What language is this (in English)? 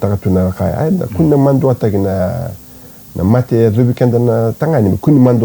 Fijian